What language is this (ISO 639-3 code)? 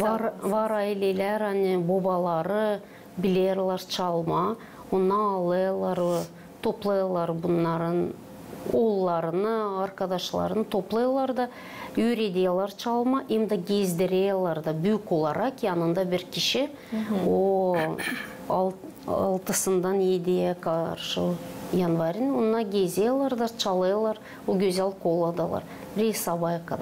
gag